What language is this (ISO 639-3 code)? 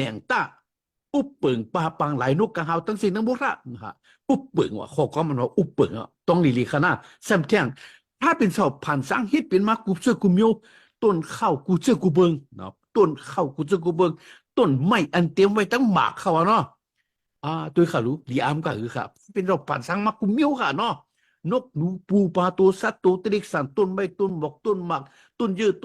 shn